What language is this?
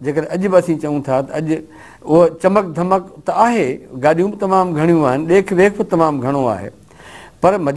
Sindhi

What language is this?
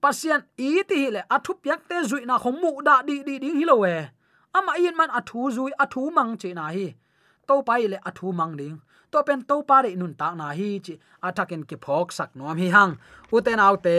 Tedim Chin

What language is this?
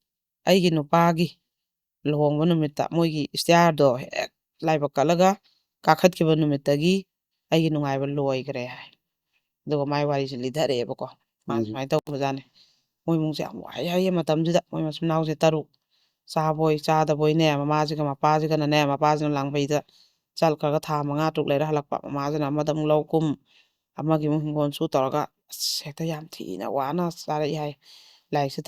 Manipuri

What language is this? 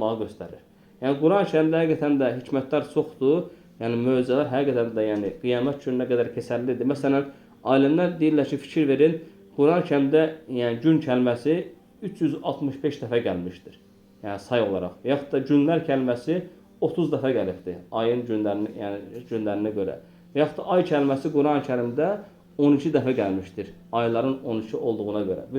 Azerbaijani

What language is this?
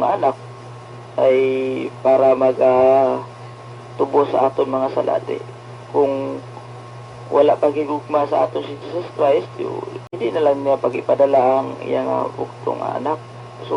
Hiligaynon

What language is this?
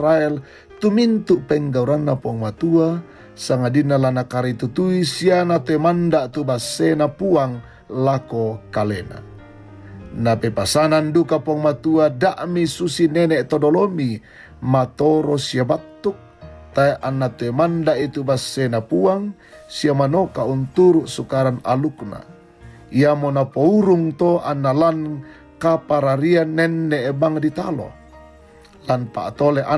Toraja-Sa'dan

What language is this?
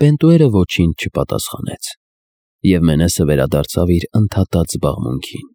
Armenian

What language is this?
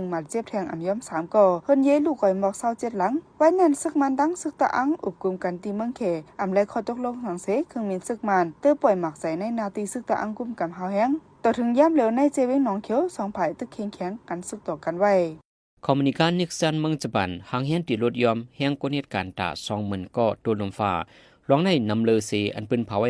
Shan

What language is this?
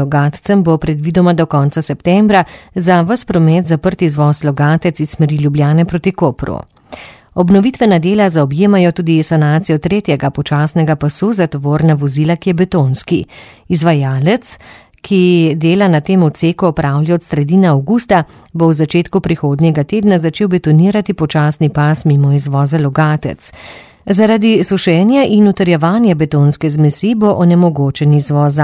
Slovenian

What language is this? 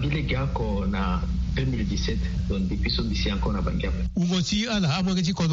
Sango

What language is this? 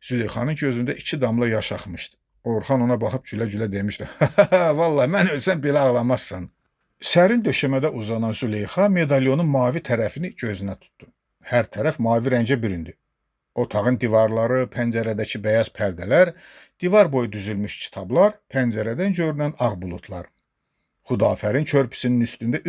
Azerbaijani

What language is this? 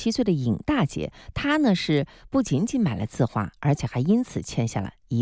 Chinese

